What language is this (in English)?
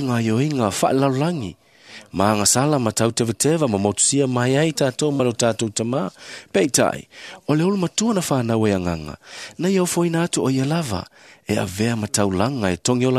Samoan